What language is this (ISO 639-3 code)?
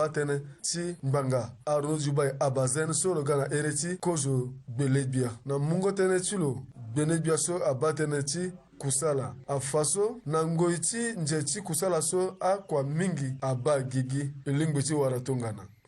sag